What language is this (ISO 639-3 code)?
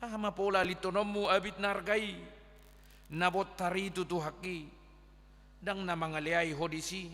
bbc